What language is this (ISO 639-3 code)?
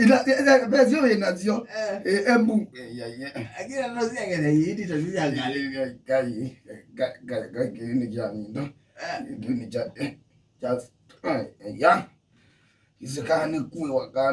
kam